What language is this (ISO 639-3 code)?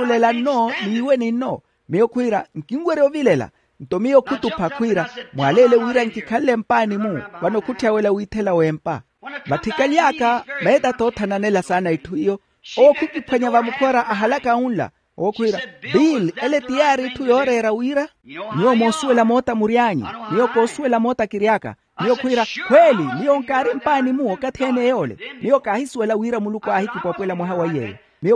vmw